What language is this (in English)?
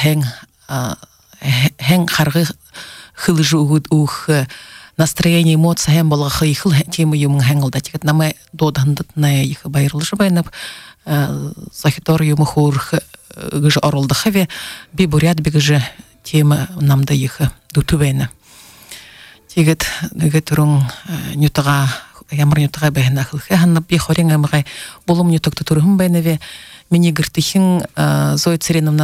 Buriat